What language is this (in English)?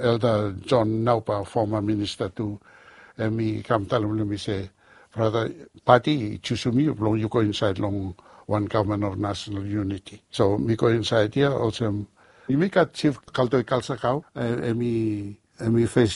Bislama